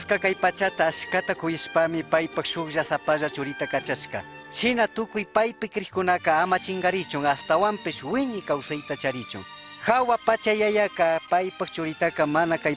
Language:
Chimborazo Highland Quichua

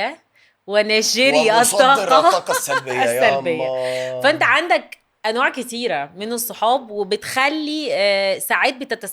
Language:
Egyptian Arabic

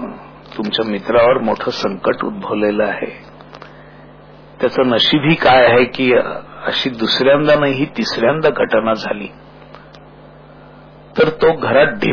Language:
Marathi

